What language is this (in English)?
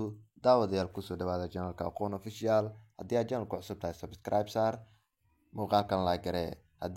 Somali